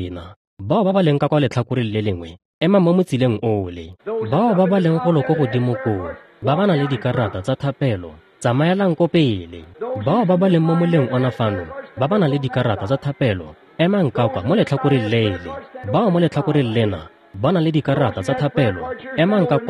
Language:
Tswana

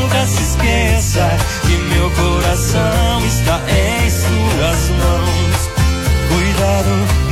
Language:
Portuguese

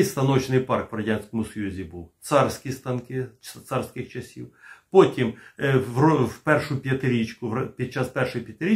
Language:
Ukrainian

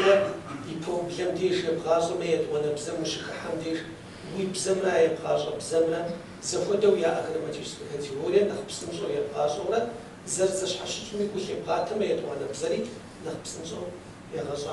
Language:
Kabardian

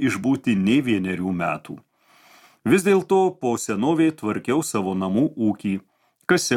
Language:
Lithuanian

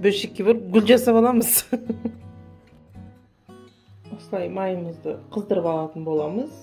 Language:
Kazakh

